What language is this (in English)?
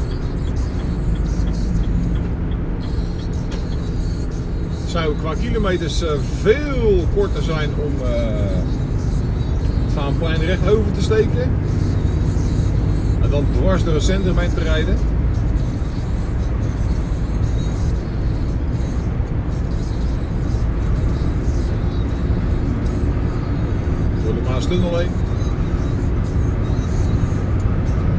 Dutch